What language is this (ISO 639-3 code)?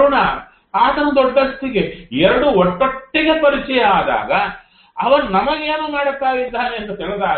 kan